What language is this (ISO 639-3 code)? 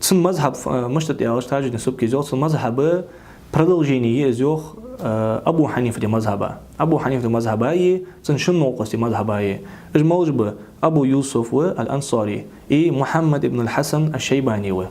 inh